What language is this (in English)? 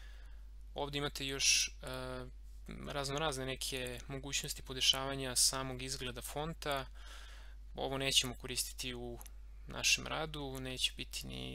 Serbian